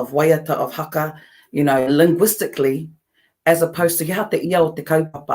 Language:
Māori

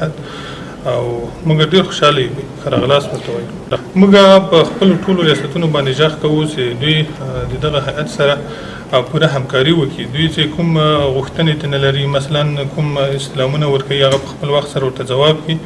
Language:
Pashto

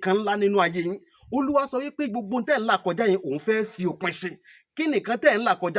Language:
Yoruba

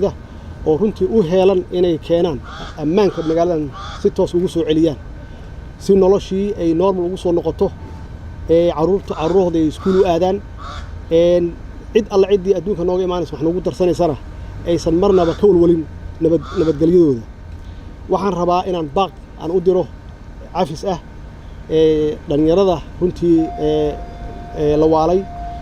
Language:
Somali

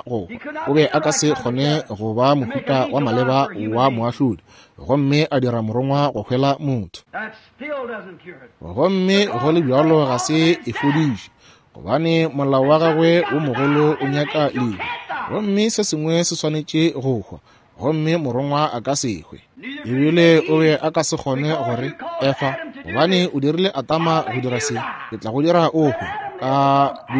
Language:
Northern Sotho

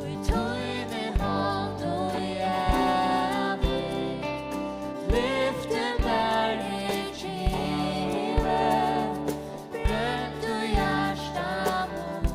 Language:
Faroese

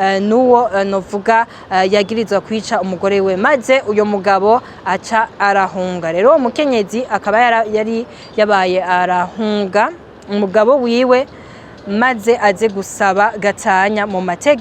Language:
Rundi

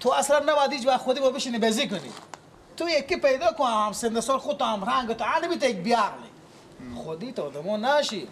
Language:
Persian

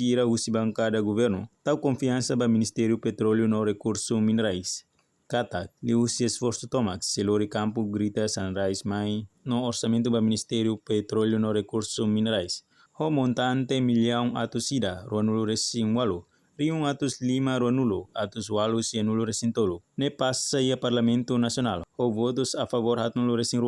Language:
Tetum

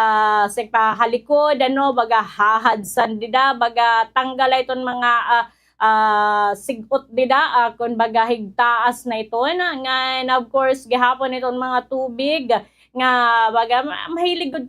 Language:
Waray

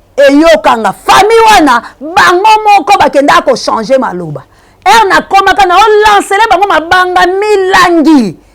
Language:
Lingala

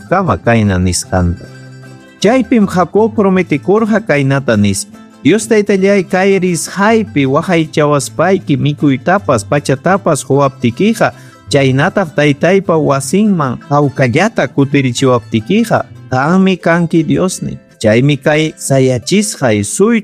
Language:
Ayacucho Quechua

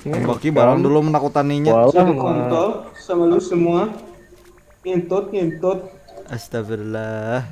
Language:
Banjar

